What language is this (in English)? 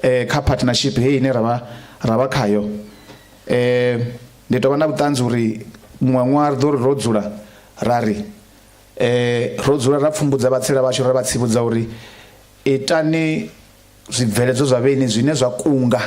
Venda